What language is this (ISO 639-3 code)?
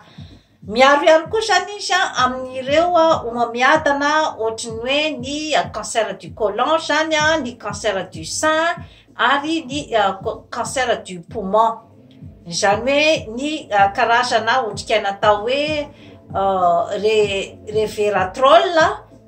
mlg